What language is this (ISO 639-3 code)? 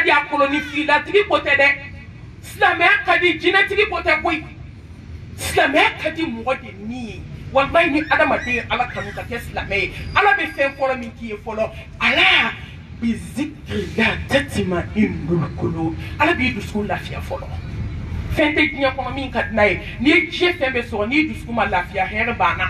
bam